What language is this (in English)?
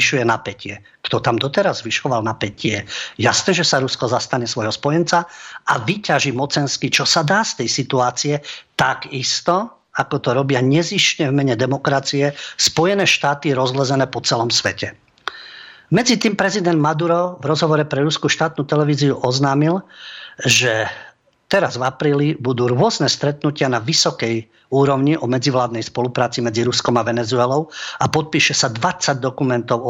Slovak